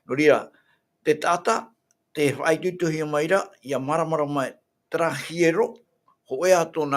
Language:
Tahitian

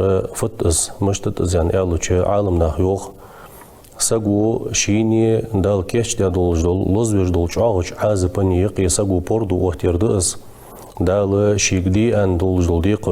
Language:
Ingush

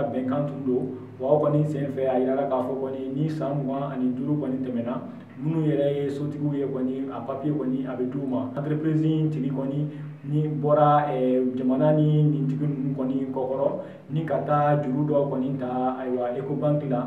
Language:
Bambara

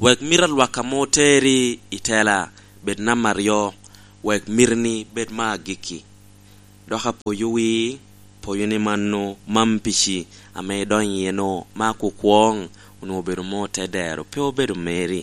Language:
Lango (Uganda)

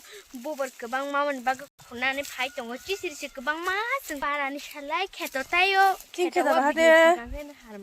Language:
Kok Borok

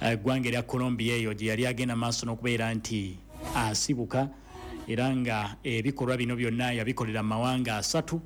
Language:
Ganda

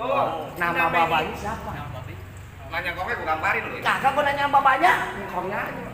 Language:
Betawi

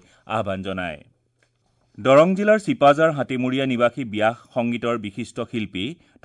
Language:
Assamese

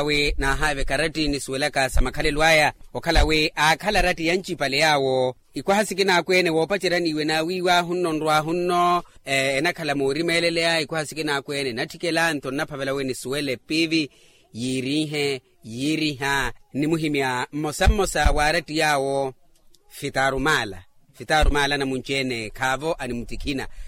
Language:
Makhuwa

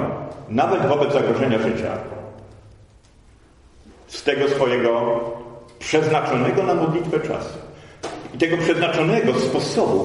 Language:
Polish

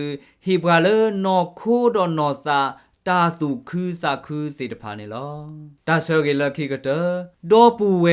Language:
S'gaw Karen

